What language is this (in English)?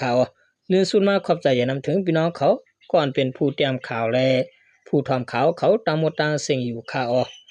Shan